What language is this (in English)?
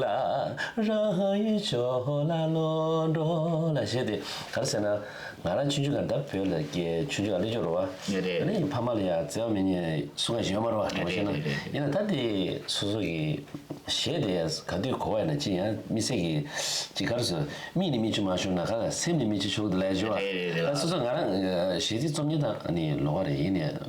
Tibetan